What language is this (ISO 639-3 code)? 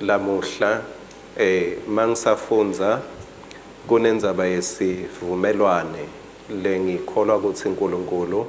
ssw